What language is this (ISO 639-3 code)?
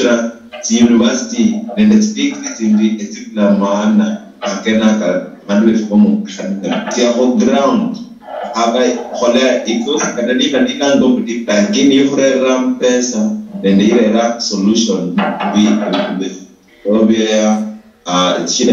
luy